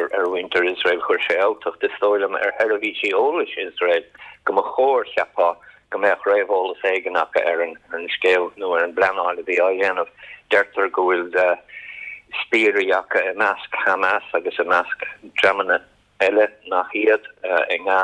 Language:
Irish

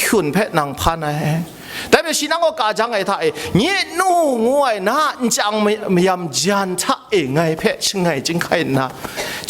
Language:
Kachin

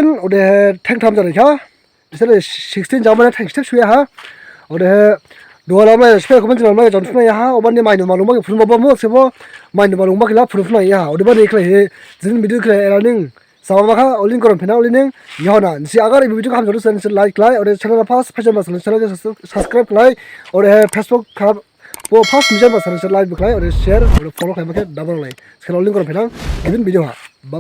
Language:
Dimasa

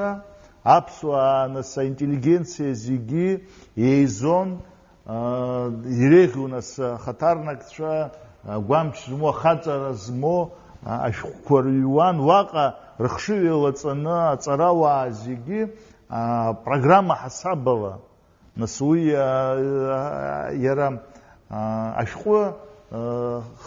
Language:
Abkhazian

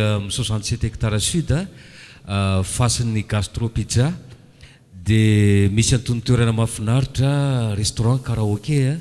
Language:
Malagasy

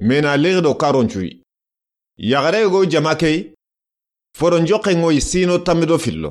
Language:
Soninke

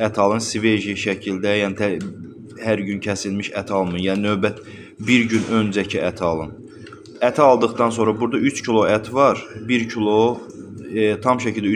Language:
Azerbaijani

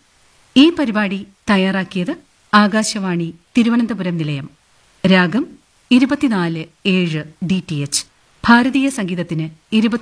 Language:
Malayalam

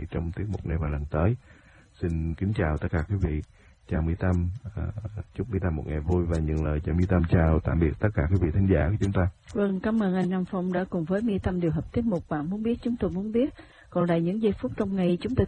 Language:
Vietnamese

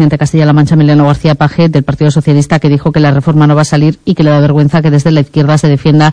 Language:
Spanish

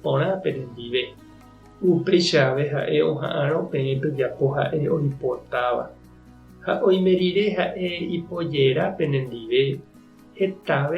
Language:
Guarani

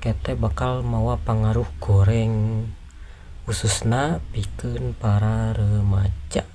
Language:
Sundanese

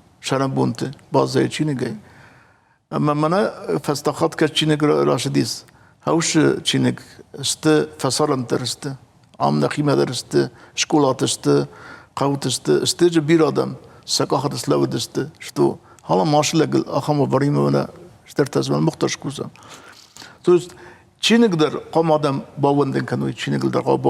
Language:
Ossetic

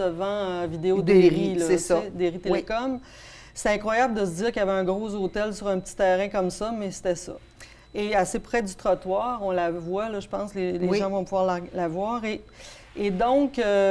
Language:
French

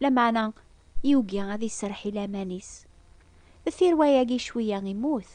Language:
Kabyle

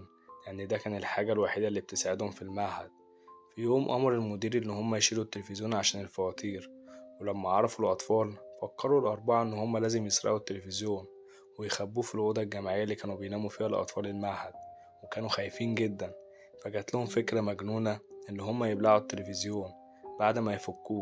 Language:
Egyptian Arabic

